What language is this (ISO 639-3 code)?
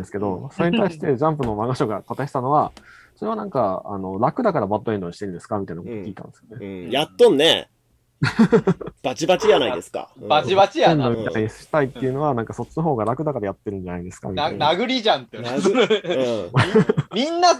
jpn